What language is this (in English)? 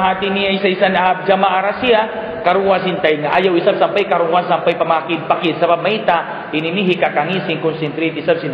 Tausug